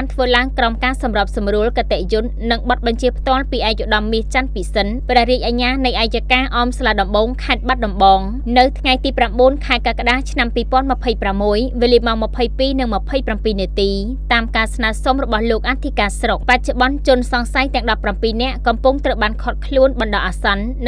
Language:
Khmer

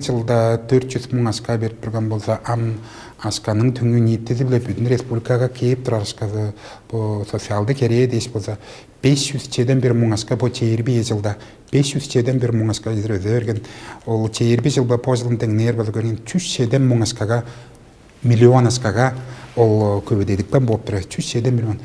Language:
Tuvinian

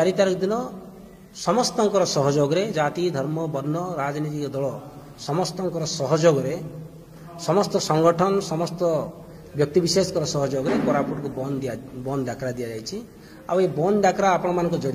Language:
Odia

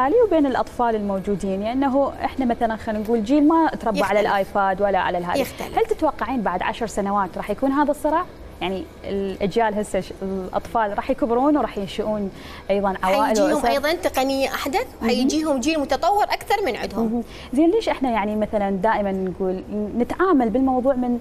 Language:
Mesopotamian Arabic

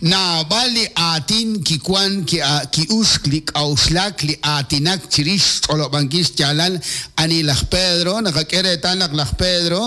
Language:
Kekchí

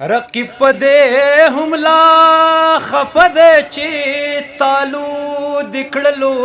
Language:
Pashto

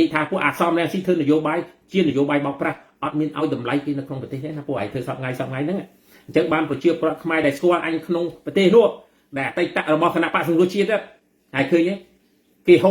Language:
Khmer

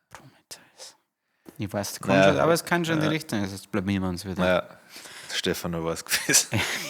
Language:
Bavarian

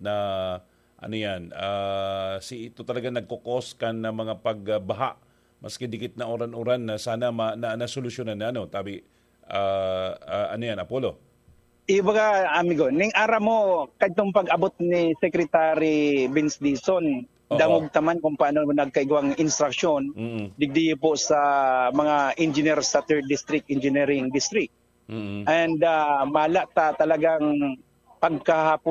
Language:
Bikol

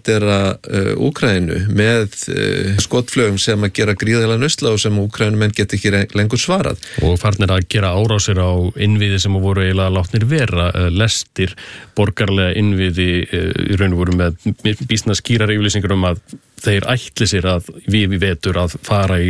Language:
Icelandic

